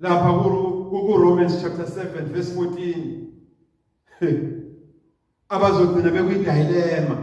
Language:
Zulu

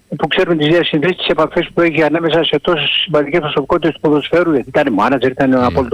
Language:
Greek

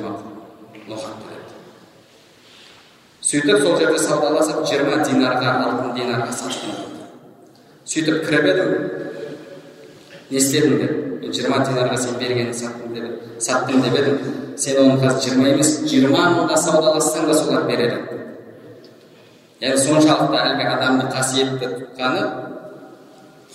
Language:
Kazakh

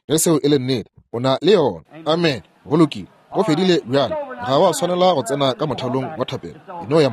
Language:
Northern Sotho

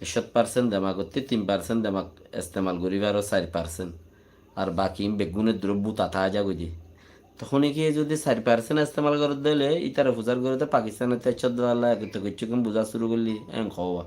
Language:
Rohingya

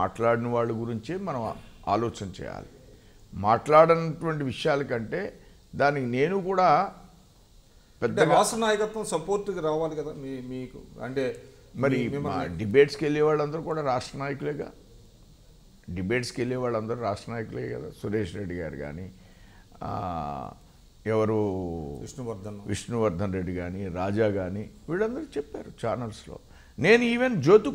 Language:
Telugu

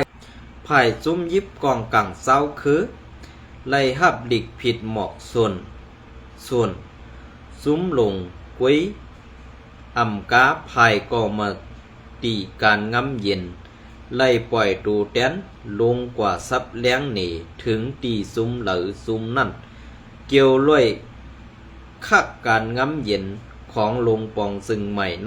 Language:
Shan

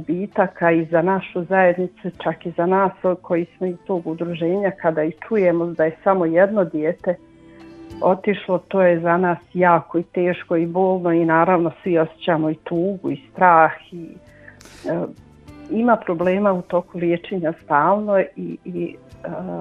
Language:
Bosnian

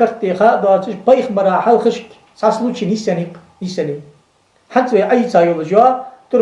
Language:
Ingush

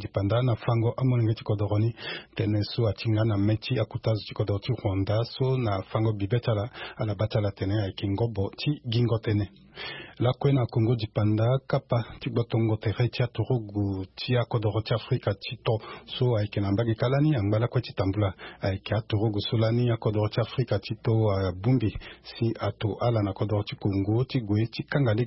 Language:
Sango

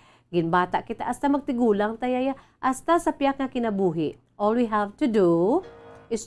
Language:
Hiligaynon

